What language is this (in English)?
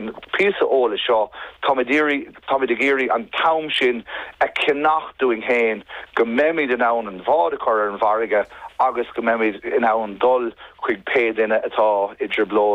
Irish